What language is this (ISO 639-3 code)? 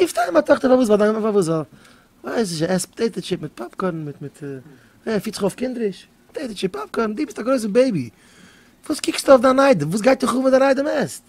yid